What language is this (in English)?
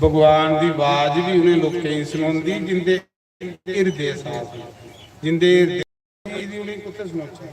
Dogri